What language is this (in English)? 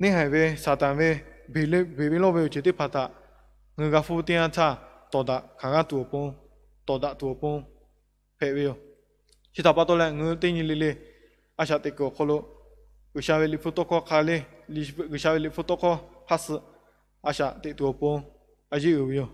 Lahu